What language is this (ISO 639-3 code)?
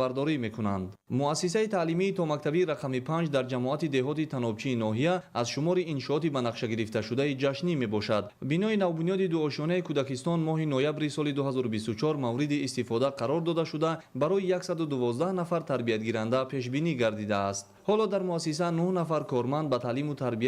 tgk